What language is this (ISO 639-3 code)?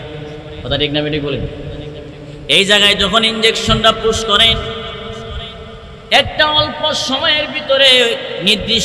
ben